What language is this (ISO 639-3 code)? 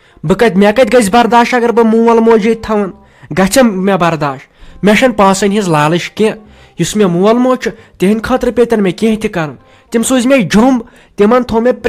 kas